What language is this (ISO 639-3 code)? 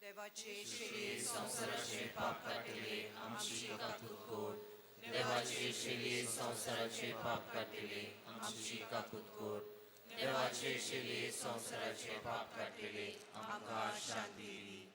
kok